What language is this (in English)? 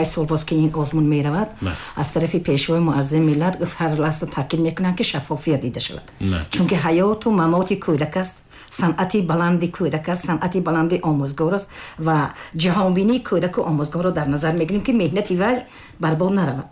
Tajik